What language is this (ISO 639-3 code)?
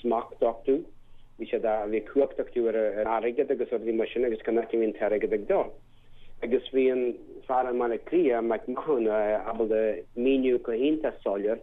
gle